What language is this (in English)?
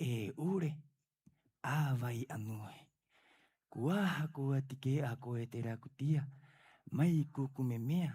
Rapanui